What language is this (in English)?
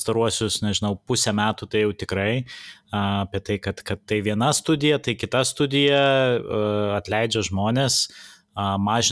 Lithuanian